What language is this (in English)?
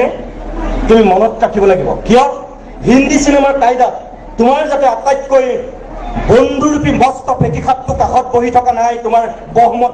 Assamese